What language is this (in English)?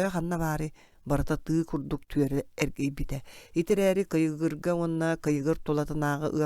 Yakut